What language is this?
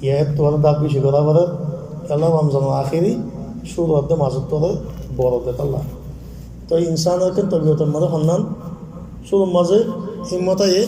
Rohingya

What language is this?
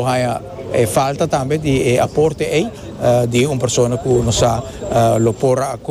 Papiamento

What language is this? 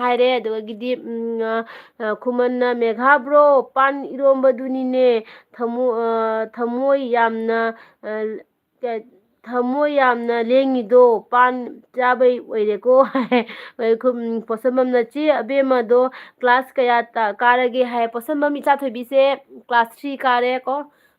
Manipuri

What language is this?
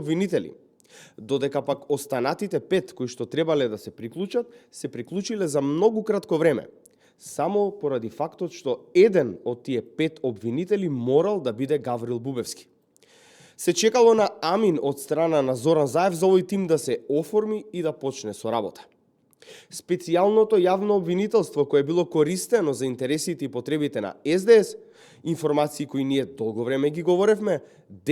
Macedonian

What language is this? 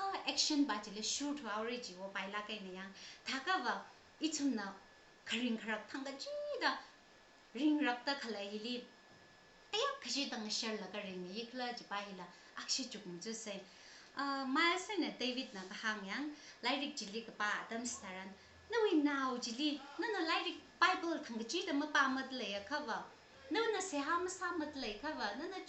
Tangkhul Naga (India)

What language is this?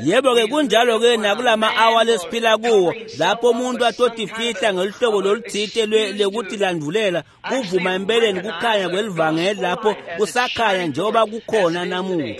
Swati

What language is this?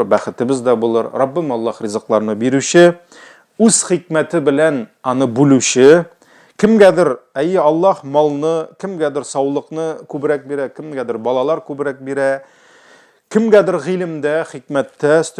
Tatar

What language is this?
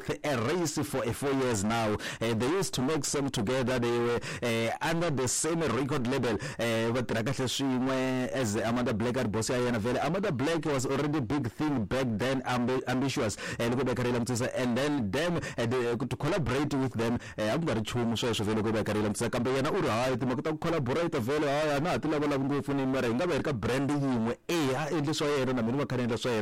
Tsonga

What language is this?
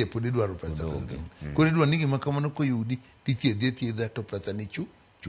Luo (Kenya and Tanzania)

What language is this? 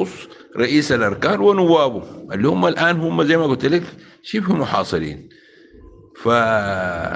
Sudanese Arabic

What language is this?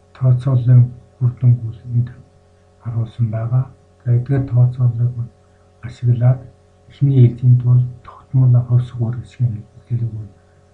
Mongolian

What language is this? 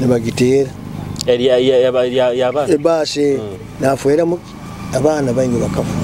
Nyoro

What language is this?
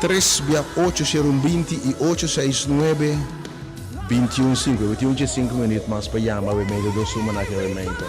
Papiamento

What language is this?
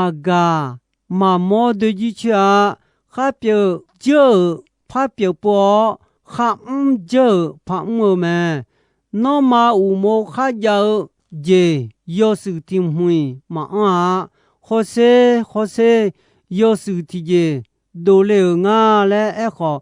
Akha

